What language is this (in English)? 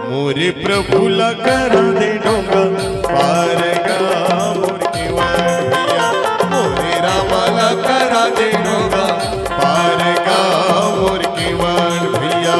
Chhattisgarhi